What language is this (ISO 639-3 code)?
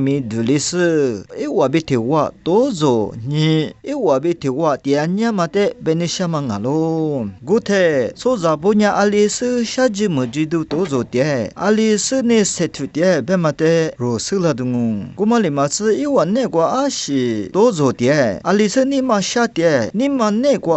lis